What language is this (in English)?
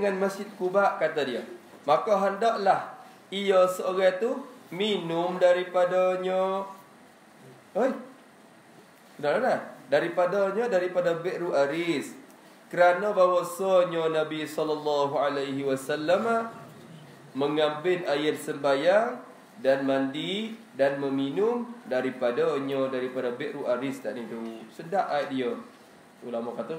Malay